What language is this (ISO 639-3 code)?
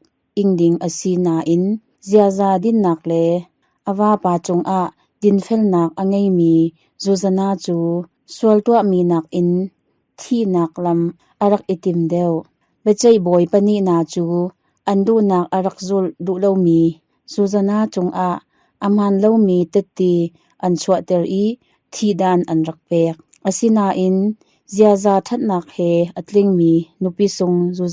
cnh